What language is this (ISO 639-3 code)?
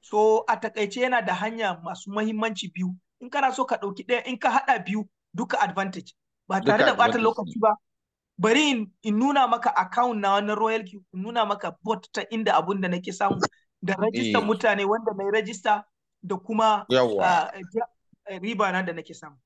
hau